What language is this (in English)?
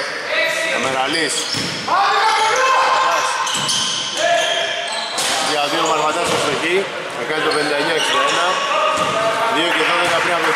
Greek